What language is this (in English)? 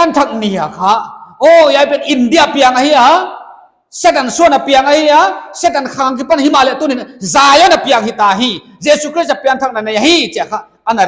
Paite Chin